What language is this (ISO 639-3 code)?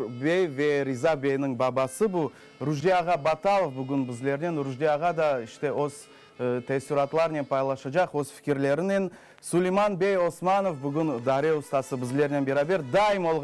crh